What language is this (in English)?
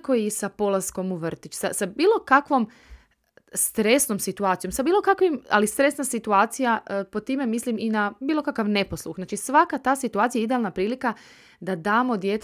Croatian